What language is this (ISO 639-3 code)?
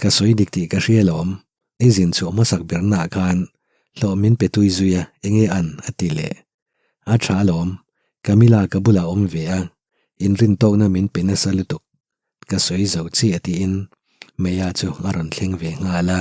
lus